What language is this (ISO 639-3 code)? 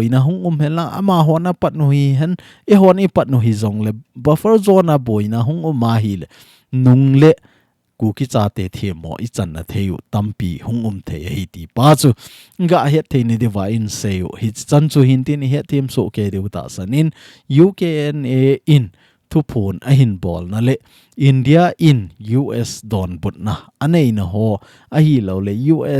tcz